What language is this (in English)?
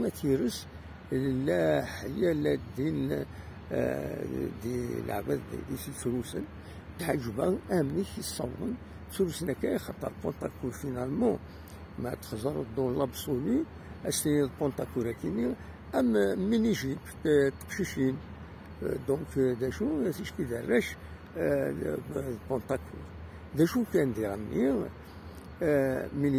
Kabyle